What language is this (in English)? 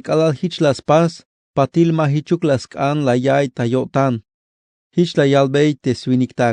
Tzeltal